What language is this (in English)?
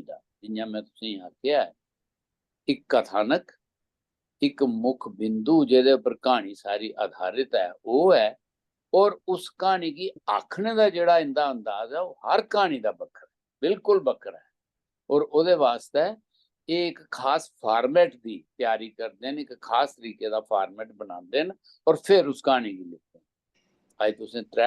Dogri